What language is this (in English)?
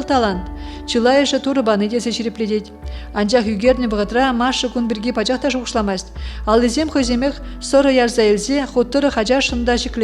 Chuvash